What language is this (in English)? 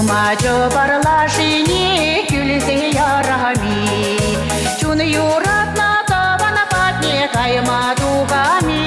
Chuvash